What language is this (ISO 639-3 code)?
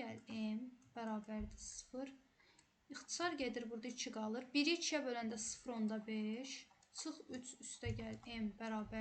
aze